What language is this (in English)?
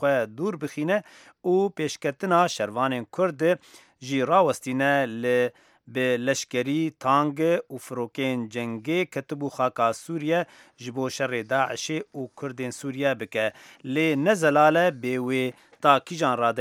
Kurdish